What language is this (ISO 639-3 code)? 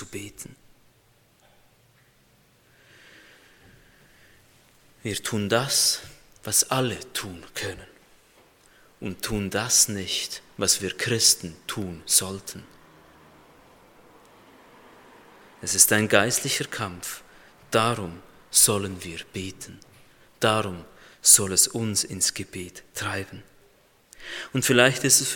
deu